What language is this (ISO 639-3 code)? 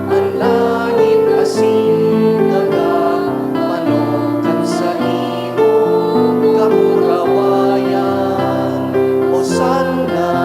bik